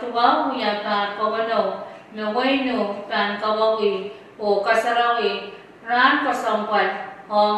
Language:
Pohnpeian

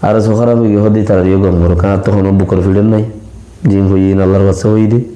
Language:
Rohingya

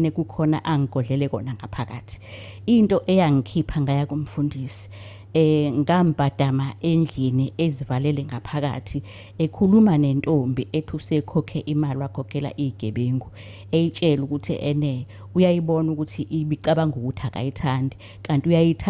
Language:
Zulu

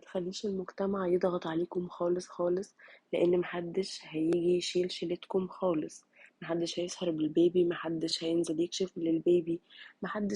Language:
Egyptian Arabic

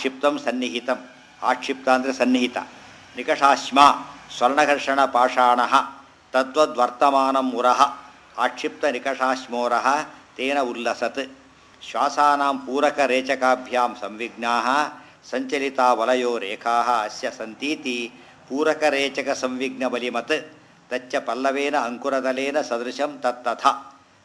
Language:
Kannada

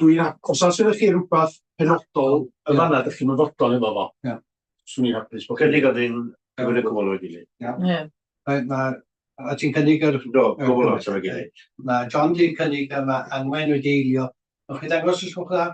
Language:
Welsh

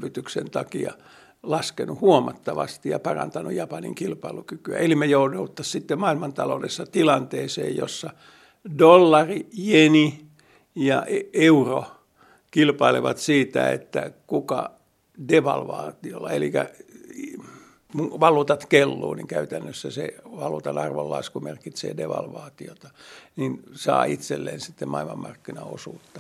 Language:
Finnish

